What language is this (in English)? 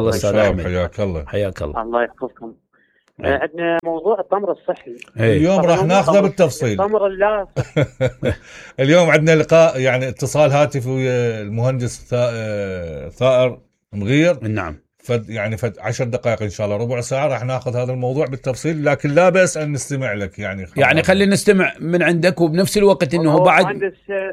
Mesopotamian Arabic